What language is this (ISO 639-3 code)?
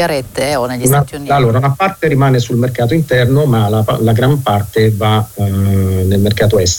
ita